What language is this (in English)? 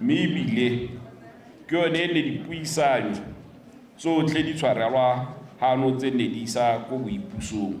Tswana